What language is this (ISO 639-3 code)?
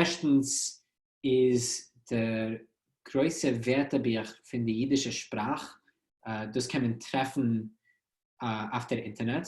yid